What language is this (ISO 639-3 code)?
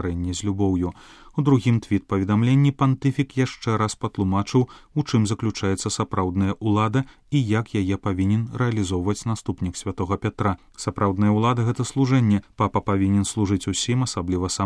bel